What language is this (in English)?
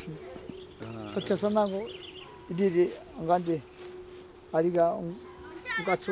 Ashéninka Perené